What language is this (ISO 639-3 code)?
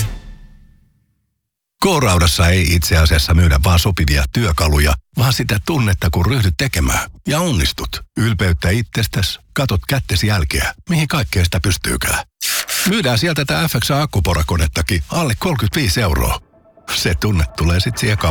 fin